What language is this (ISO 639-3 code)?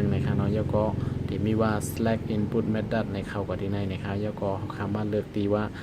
shn